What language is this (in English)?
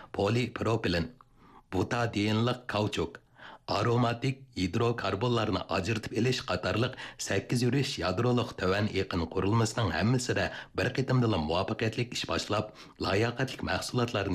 Uyghur